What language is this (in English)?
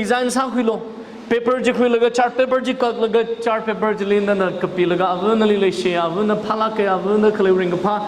Tangkhul Naga (India)